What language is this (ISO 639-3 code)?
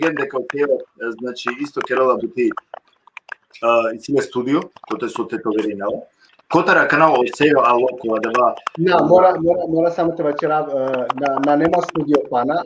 rmn